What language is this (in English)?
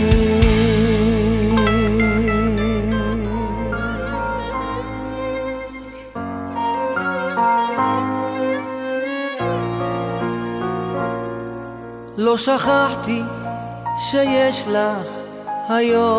Hebrew